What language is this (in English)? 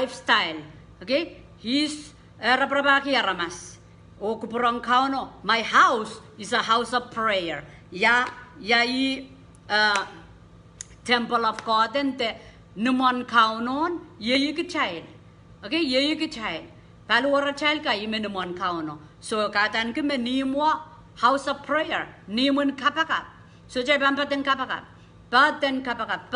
Pohnpeian